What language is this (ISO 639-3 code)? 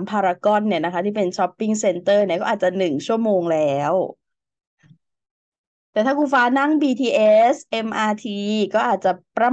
tha